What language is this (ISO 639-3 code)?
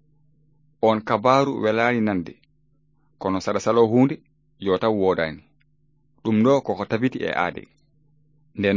ful